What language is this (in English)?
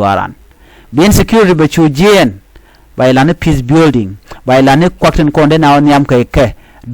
Nuer